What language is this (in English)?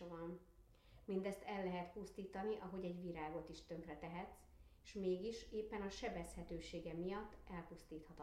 Hungarian